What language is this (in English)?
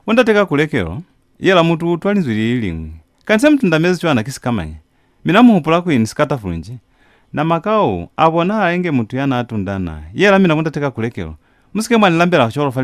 Lozi